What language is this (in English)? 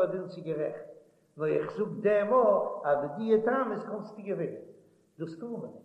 Yiddish